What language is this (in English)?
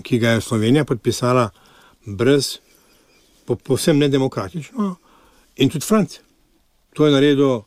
Slovenian